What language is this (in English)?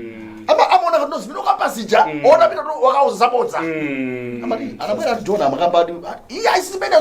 Nyanja